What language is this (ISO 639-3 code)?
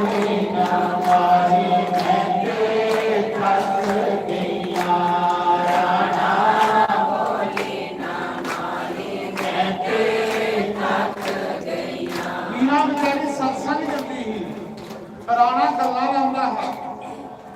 doi